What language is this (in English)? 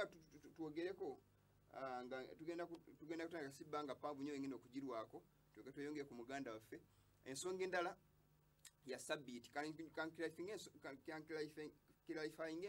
Ganda